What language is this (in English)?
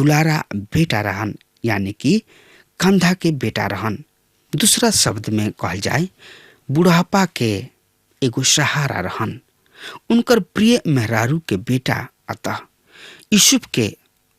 Bhojpuri